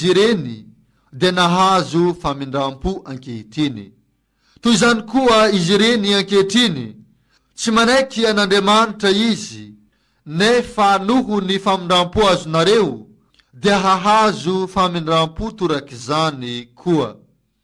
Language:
Malagasy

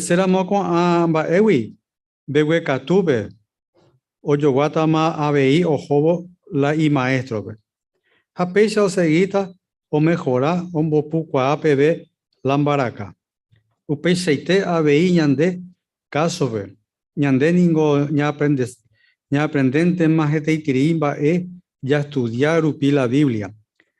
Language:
Guarani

